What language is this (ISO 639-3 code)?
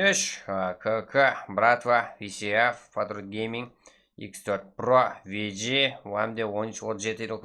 kaa